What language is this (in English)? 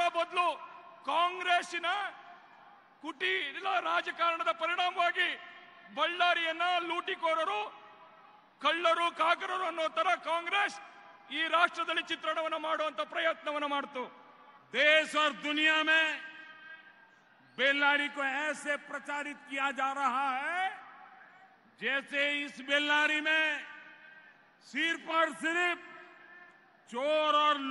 Kannada